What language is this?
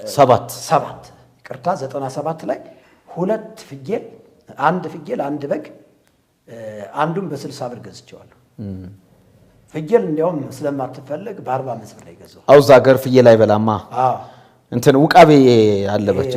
Amharic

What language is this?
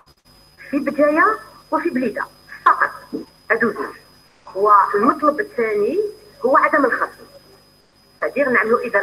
Algerian Arabic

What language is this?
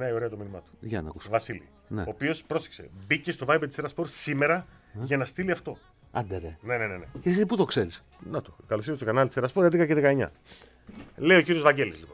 Greek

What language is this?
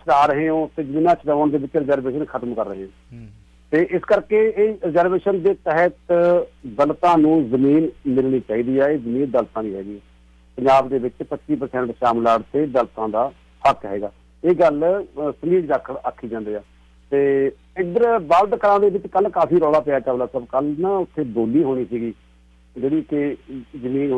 Punjabi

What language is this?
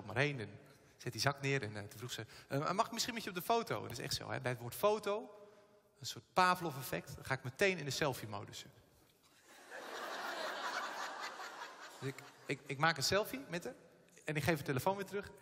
Dutch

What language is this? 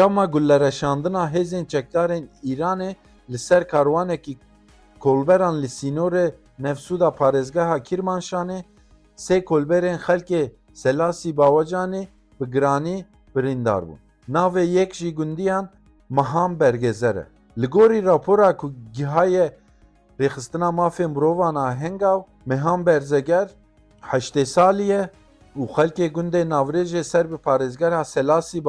Kurdish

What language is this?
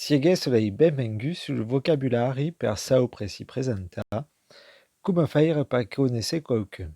Occitan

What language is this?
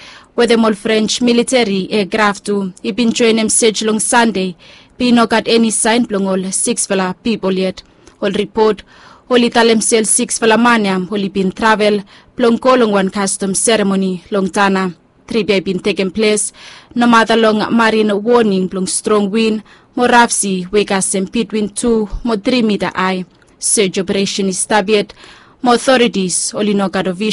Bislama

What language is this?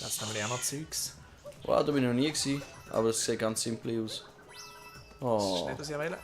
Swiss German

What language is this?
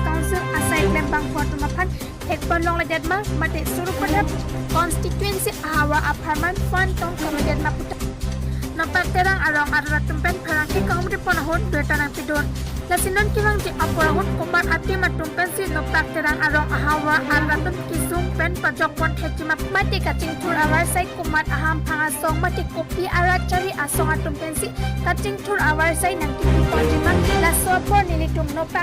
Karbi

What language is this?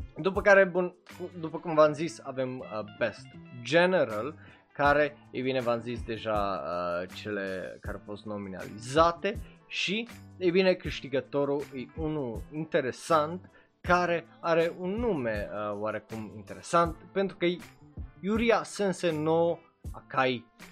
Romanian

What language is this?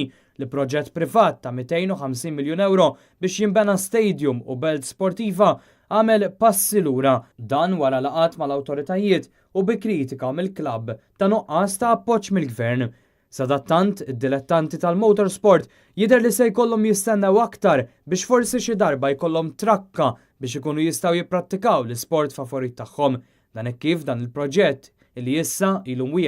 Maltese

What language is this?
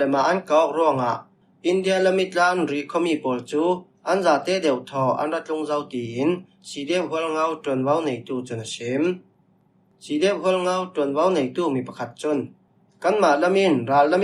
Falam Chin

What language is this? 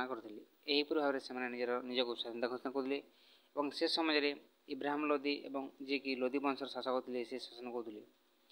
Odia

